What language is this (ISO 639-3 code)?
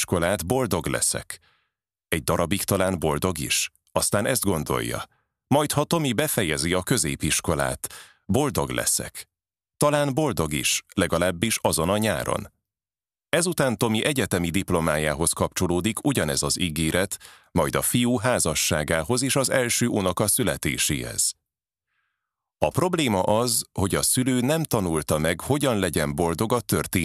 hun